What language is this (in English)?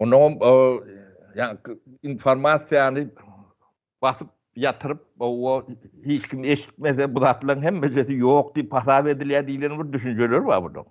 Turkmen